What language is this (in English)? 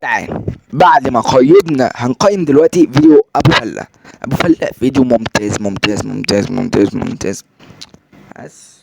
Egyptian Arabic